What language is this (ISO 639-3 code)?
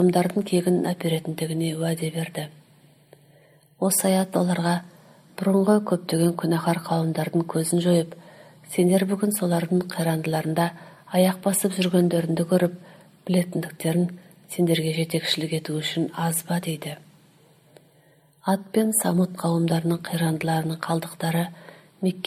kaz